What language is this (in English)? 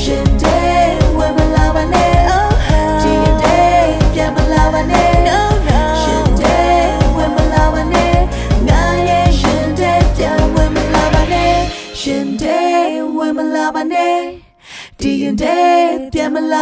Burmese